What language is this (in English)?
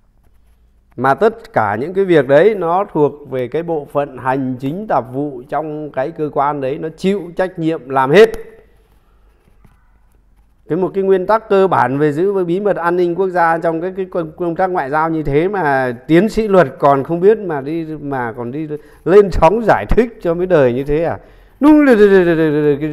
Vietnamese